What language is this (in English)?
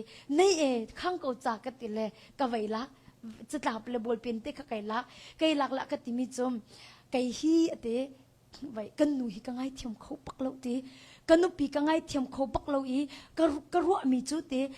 Hakha Chin